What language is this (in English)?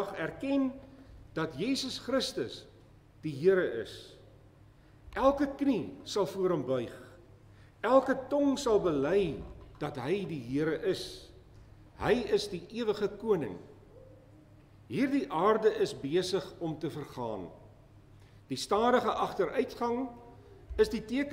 Afrikaans